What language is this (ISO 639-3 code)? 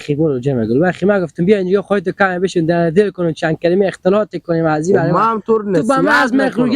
haz